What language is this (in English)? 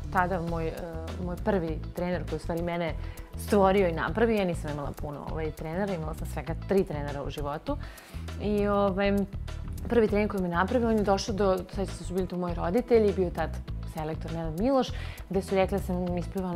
Serbian